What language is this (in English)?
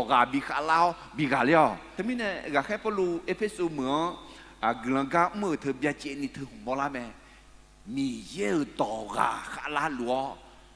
Akha